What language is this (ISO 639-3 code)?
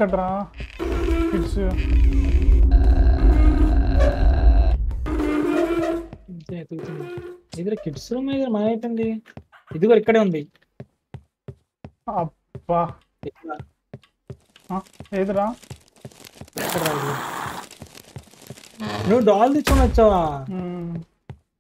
tel